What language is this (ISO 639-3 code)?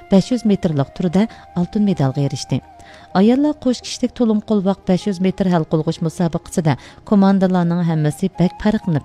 uig